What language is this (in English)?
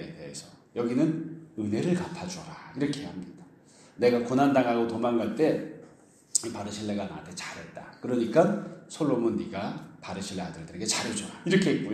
Korean